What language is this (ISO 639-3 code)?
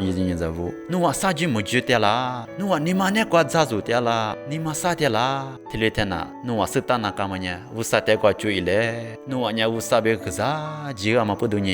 lis